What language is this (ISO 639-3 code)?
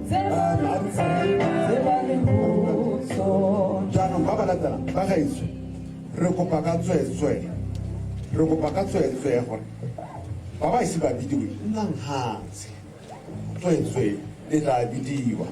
tsn